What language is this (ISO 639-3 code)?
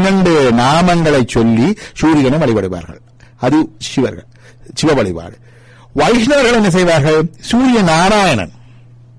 tam